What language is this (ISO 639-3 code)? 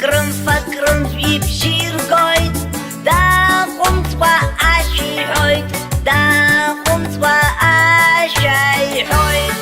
abk